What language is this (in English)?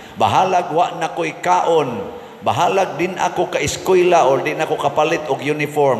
Cebuano